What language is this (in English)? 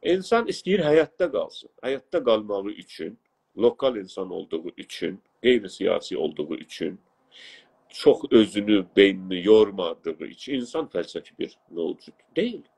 South Azerbaijani